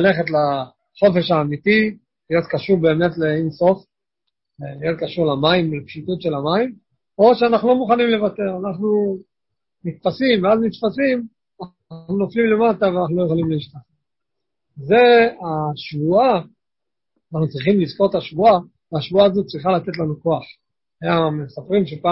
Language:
Hebrew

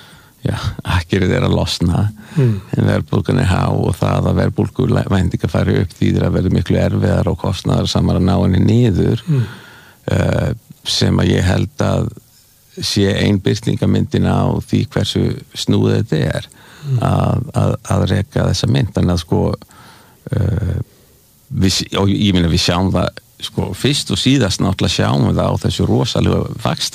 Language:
Icelandic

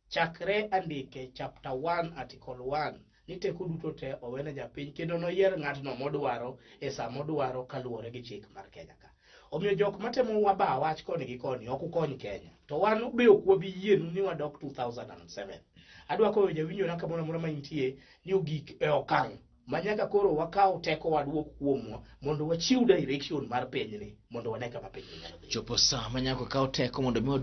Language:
Luo (Kenya and Tanzania)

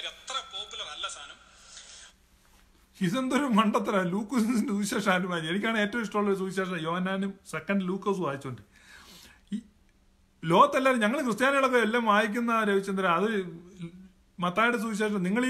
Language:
Malayalam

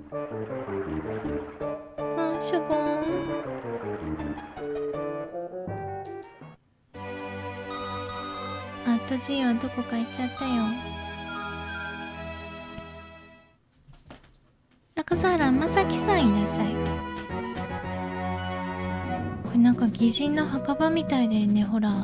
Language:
Japanese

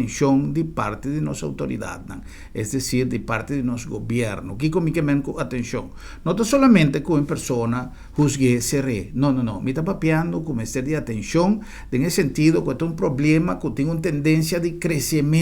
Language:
Papiamento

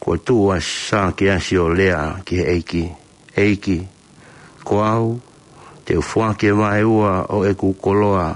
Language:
Tongan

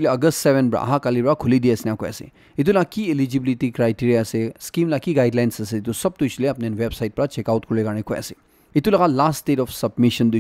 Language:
Naga Pidgin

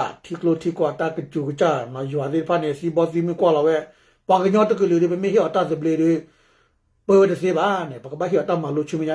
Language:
S'gaw Karen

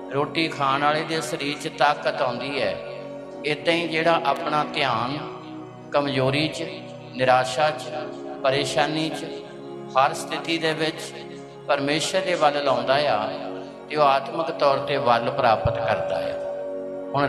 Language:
Punjabi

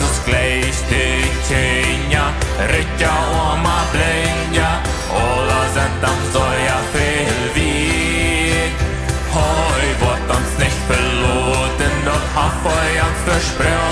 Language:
Plautdietsch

